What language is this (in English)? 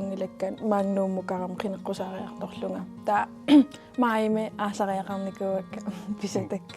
Kalaallisut